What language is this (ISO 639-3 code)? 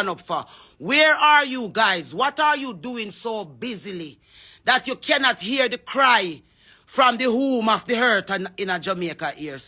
jam